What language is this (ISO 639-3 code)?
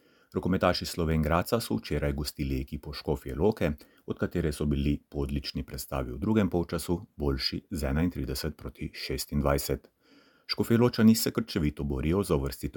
slv